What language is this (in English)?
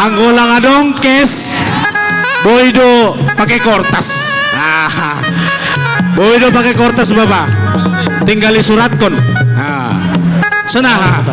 Batak Simalungun